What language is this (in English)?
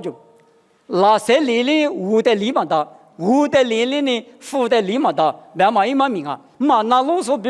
Lisu